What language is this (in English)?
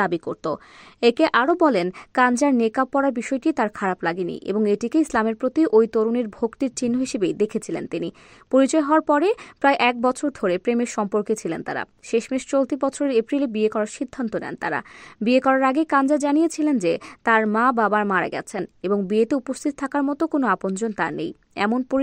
Bangla